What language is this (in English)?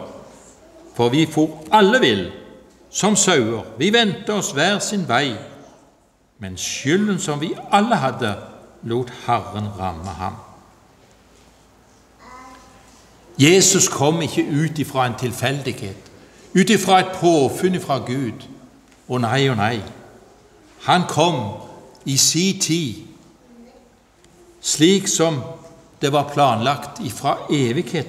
Norwegian